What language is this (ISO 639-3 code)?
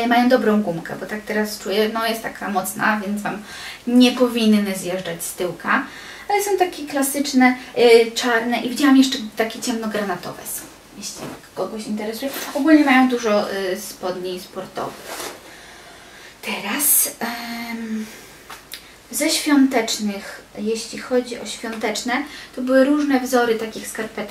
pol